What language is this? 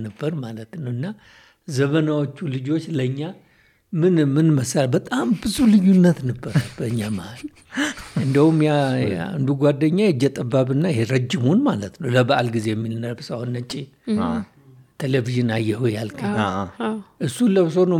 Amharic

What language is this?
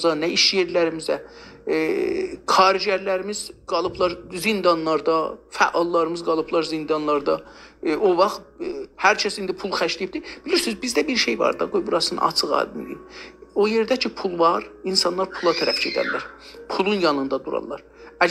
South Azerbaijani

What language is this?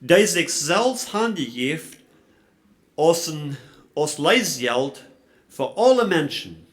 Plautdietsch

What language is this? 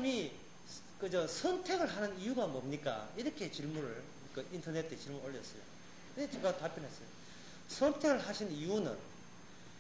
Korean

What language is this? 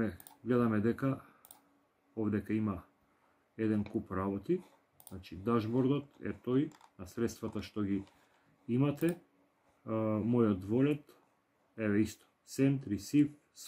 Macedonian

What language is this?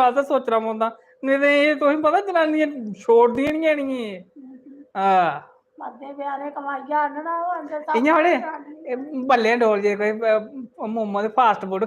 Dogri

